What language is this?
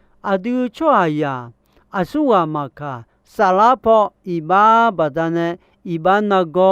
Akha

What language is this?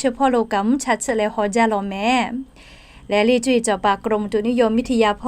Lahu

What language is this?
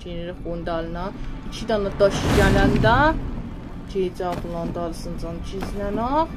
South Azerbaijani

